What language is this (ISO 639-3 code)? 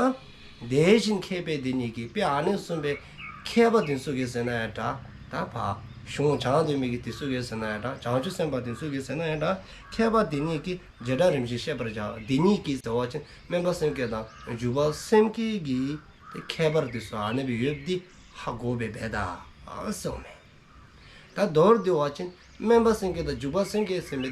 dzo